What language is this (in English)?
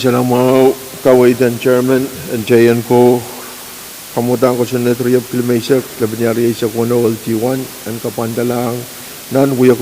Pohnpeian